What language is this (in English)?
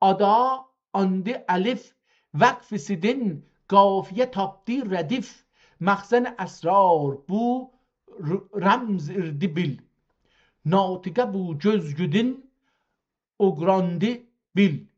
South Azerbaijani